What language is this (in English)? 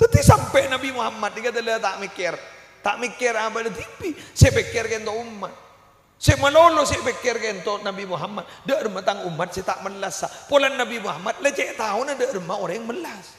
Madurese